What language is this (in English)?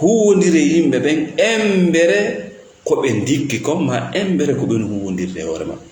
Fula